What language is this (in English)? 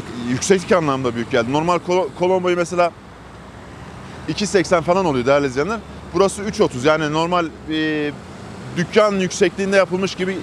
Turkish